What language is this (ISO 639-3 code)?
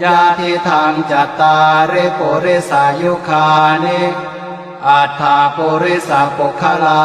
pli